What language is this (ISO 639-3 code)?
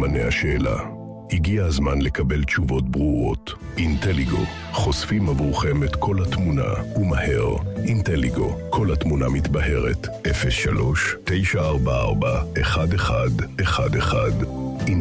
heb